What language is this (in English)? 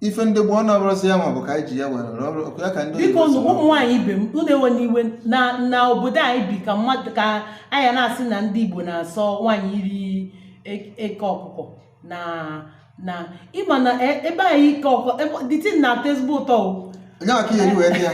Igbo